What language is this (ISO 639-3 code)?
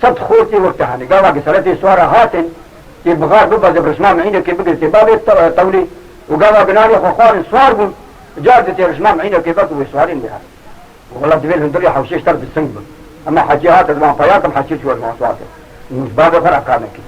kur